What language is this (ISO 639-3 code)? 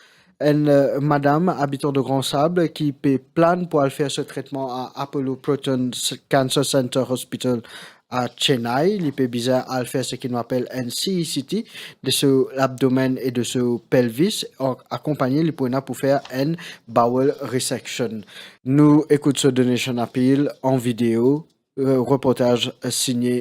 mfe